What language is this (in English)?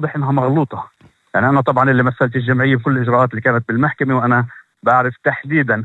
North Levantine Arabic